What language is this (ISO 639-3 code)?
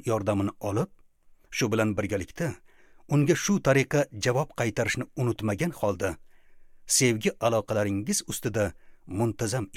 uzb